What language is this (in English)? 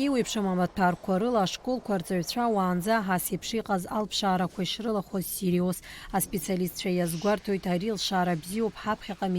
Abkhazian